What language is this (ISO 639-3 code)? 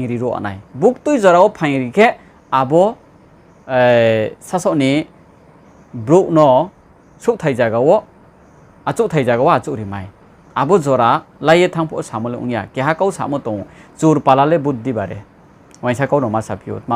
ria